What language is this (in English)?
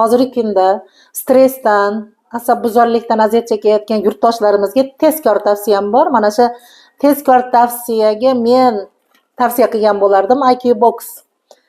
Uzbek